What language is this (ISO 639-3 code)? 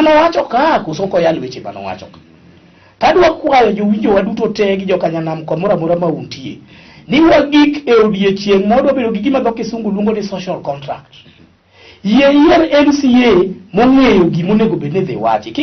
luo